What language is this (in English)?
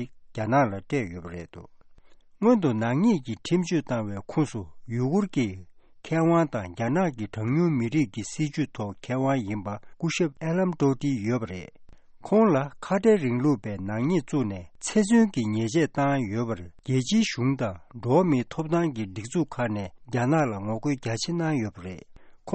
Tibetan